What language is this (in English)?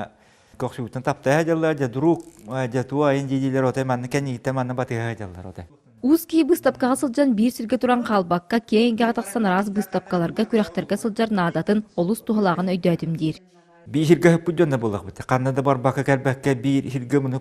Yakut